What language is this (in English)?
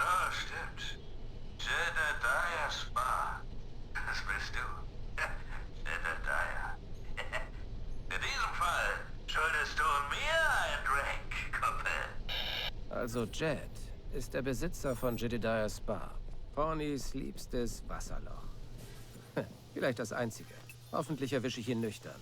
Bavarian